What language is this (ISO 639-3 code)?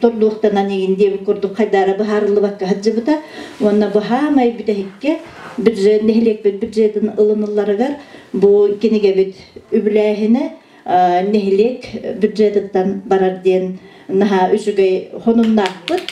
sah